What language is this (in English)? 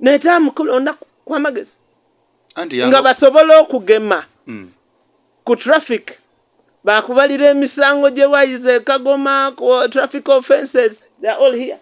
Ganda